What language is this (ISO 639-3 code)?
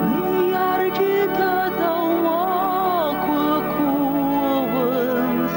oss